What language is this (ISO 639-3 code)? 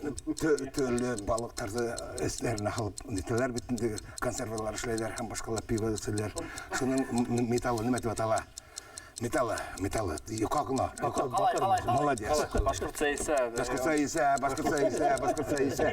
bak